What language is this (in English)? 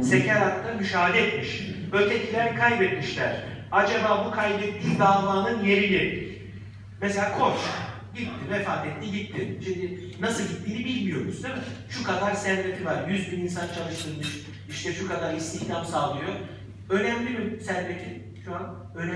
Turkish